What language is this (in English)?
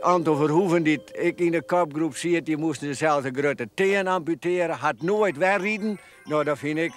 Western Frisian